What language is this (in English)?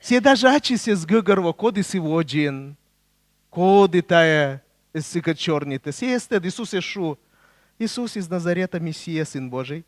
Komi